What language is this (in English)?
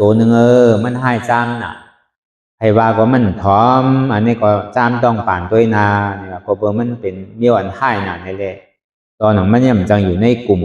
Shan